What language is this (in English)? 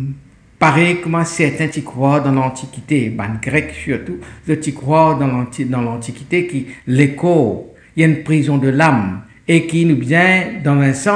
Morisyen